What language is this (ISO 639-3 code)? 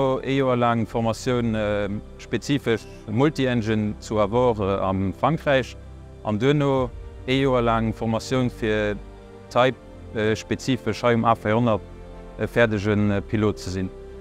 ltz